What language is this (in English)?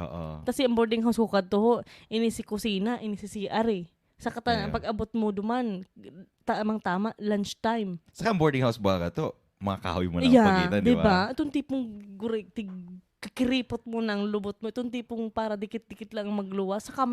Bikol